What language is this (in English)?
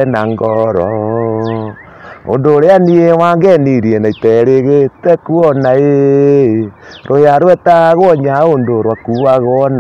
Kikuyu